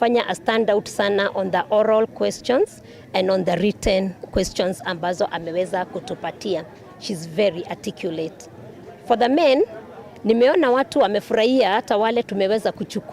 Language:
Meru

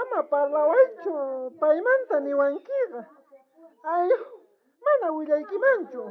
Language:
South Bolivian Quechua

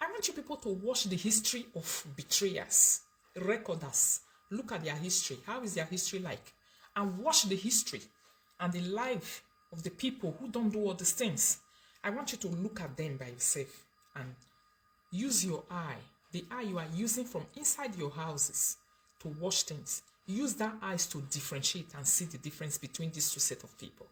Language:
Nigerian Pidgin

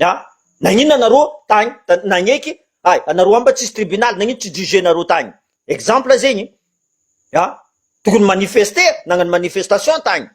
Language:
Malagasy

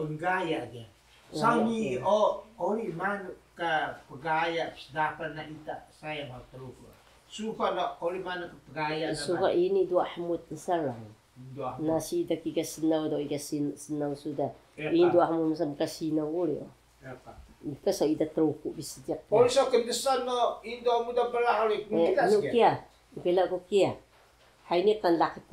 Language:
Taroko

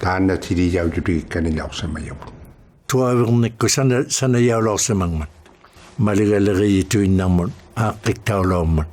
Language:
Inuktitut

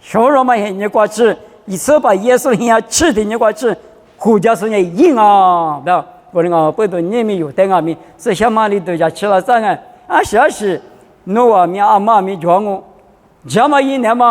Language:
Lisu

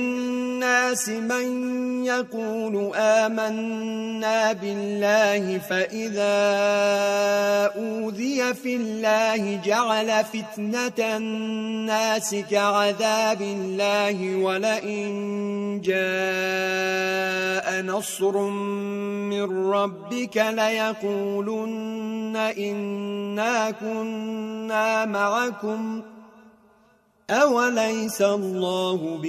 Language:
Arabic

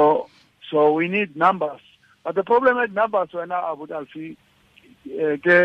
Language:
Tswana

